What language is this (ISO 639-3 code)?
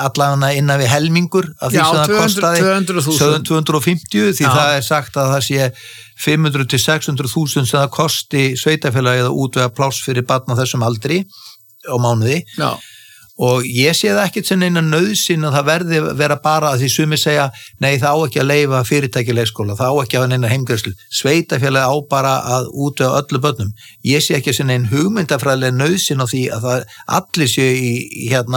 isl